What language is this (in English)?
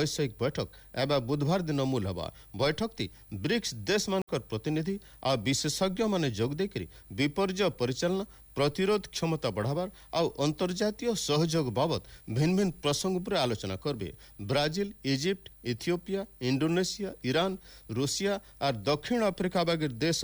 Odia